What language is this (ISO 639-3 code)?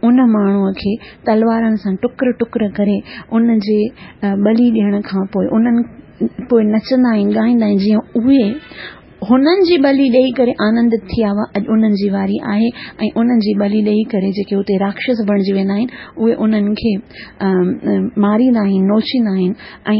snd